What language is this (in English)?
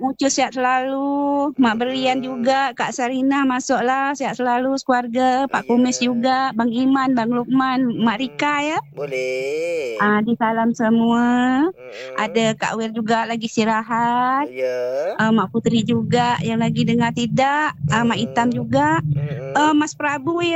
Malay